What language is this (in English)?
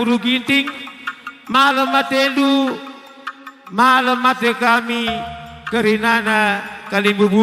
Batak Karo